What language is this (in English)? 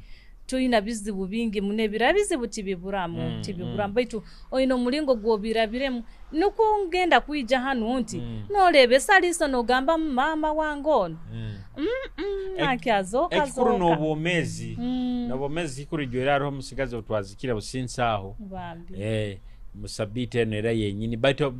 Nyoro